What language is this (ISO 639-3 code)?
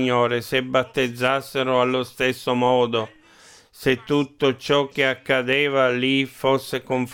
ita